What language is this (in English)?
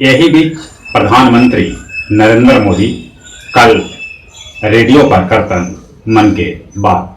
Magahi